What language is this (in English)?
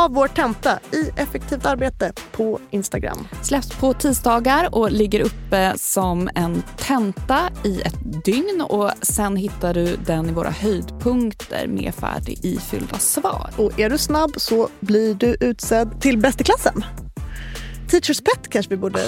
Swedish